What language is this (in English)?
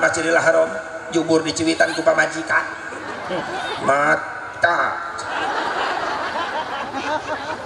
Sundanese